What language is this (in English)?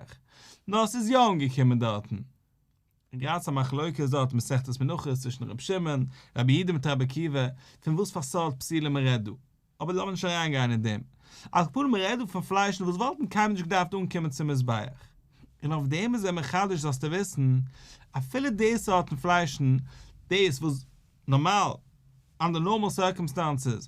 Yiddish